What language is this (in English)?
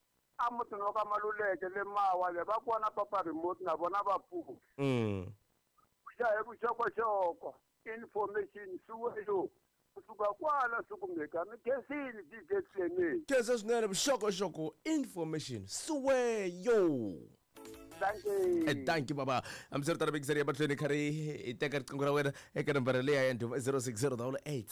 Tsonga